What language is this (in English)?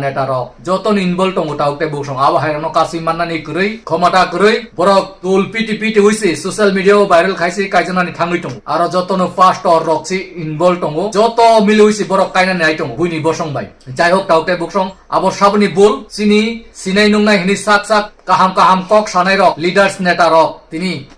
Kok Borok